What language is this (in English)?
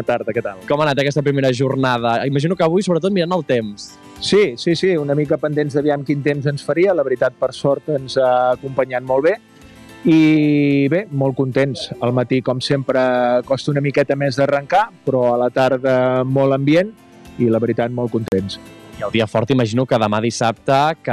Catalan